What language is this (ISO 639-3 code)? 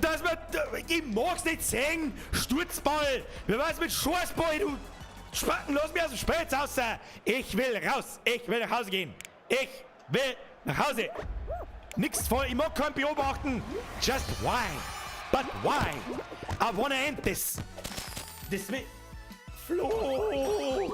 bar